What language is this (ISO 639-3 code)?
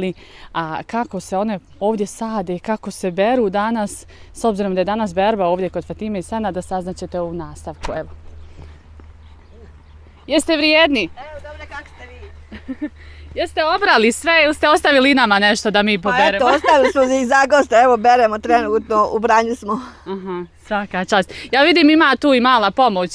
bos